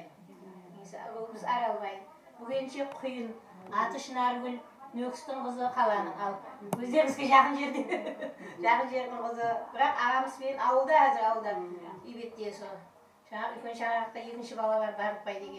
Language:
Kara-Kalpak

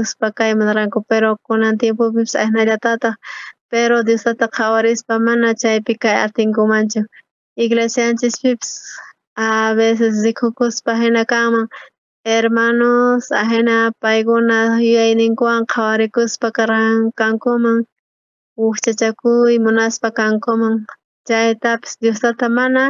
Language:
South Bolivian Quechua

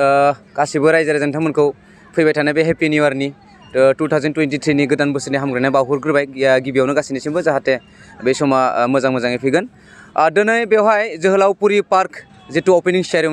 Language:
Bodo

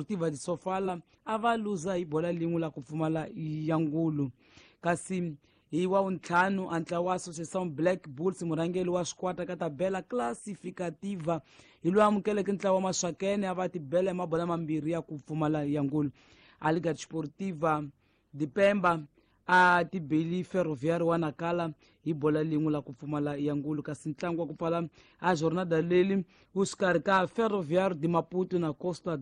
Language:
Tsonga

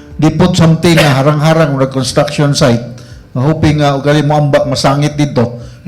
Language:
Cebuano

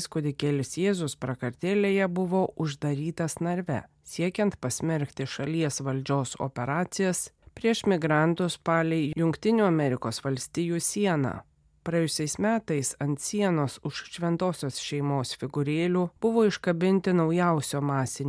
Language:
Lithuanian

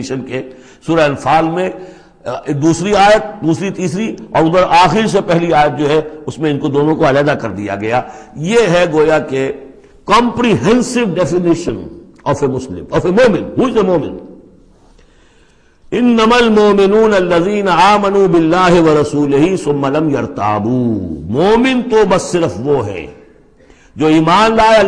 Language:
Urdu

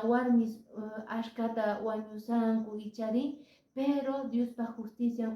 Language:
Quechua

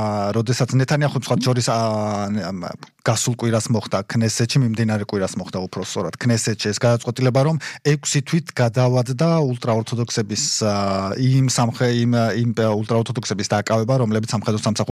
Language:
Georgian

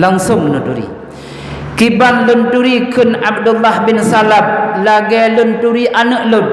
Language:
Achinese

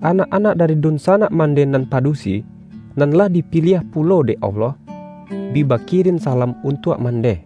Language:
Minangkabau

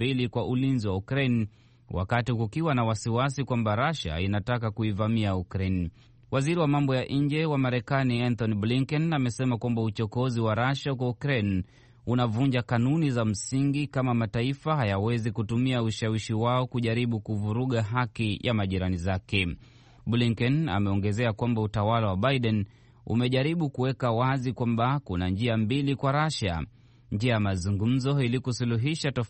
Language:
Swahili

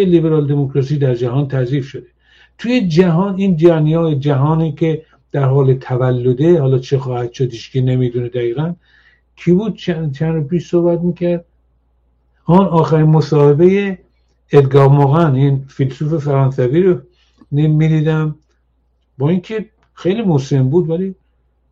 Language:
Persian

